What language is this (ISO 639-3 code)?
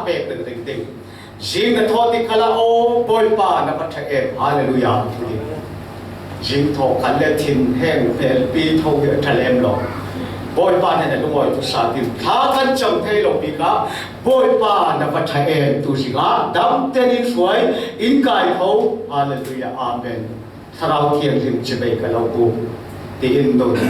cfm